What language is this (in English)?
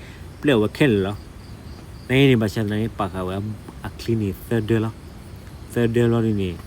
S'gaw Karen